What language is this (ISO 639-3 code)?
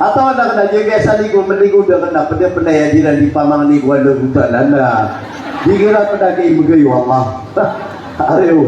mrw